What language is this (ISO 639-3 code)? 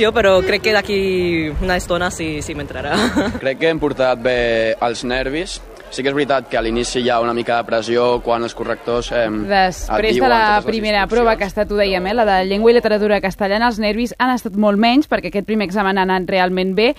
cat